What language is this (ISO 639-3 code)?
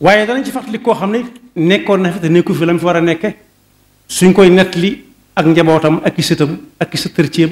wol